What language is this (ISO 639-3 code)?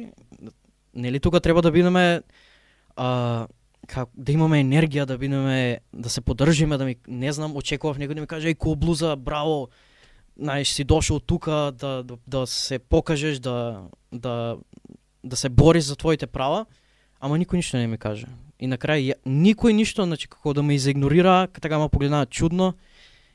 mkd